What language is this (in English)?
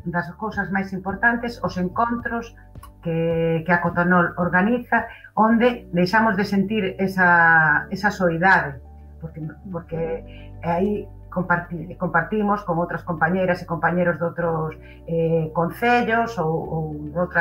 Galician